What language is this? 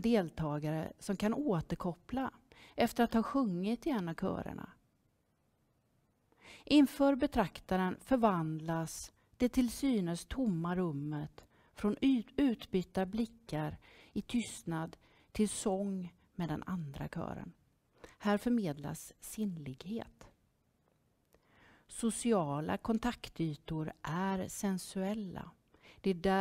Swedish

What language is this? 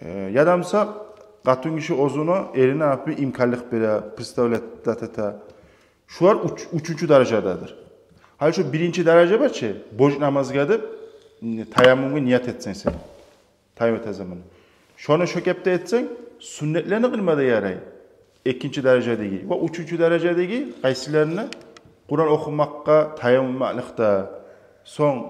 Kumyk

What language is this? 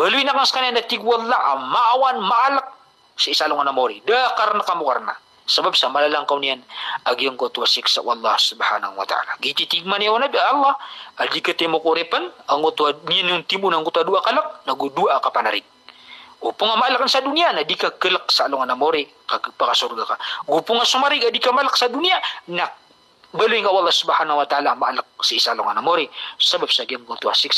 Maranao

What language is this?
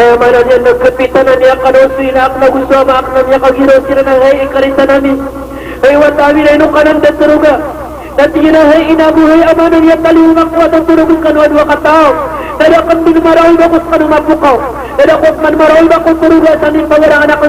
Maranao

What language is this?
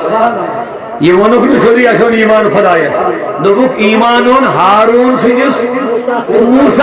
Kashmiri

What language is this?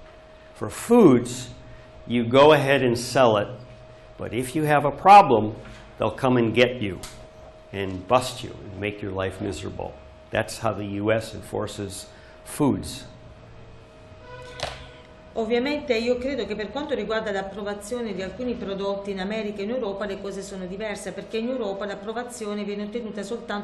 Italian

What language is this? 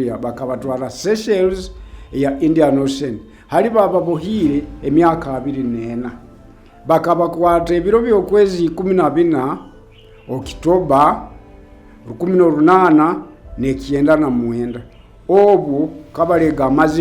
Nyoro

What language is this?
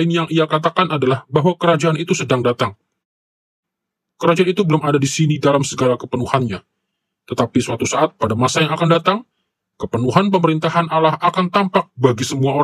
Indonesian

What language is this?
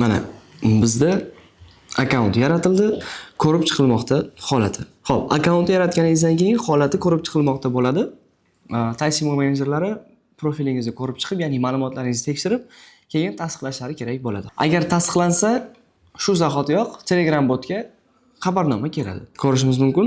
Uzbek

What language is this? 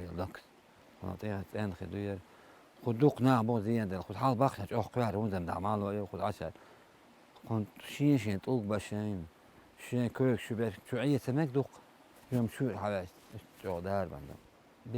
Chechen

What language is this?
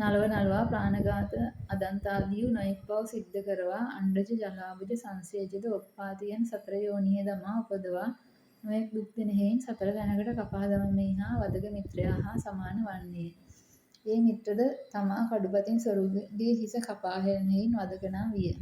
Sinhala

